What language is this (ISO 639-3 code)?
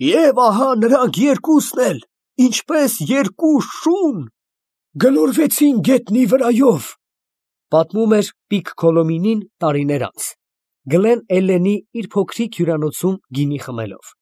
hye